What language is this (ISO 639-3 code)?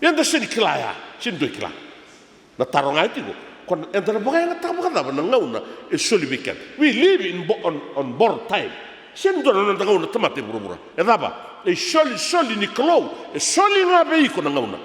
fij